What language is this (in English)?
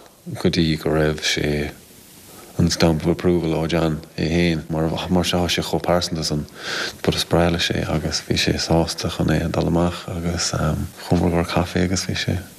Irish